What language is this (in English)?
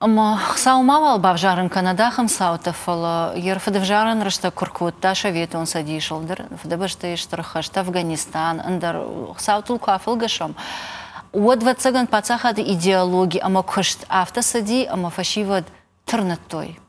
Ossetic